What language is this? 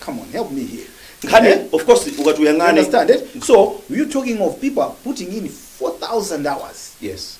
Nyanja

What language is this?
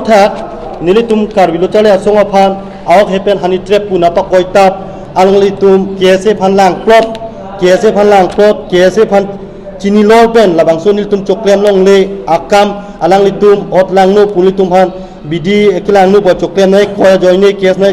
Karbi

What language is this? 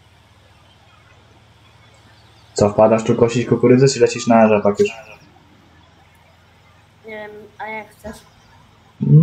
Polish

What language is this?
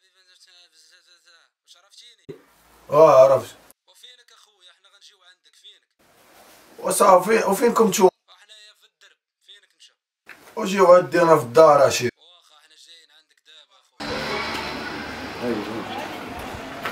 Moroccan Arabic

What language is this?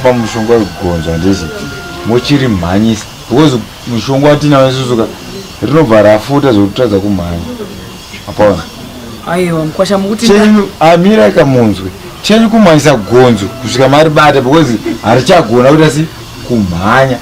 Shona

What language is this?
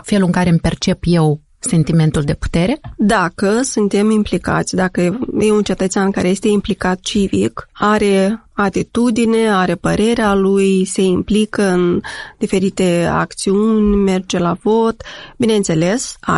Romanian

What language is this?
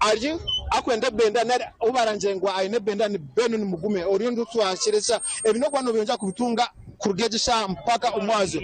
Nyankole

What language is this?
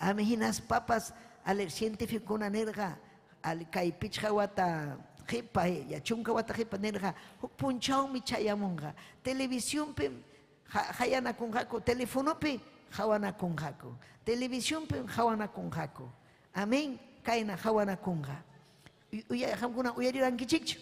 Ayacucho Quechua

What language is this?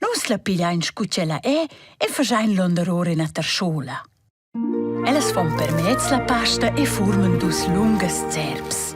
Romansh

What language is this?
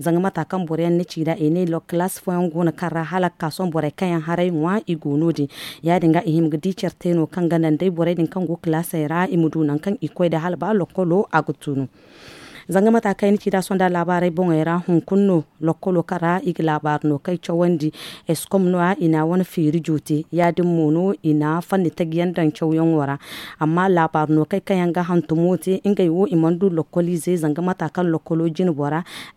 Zarma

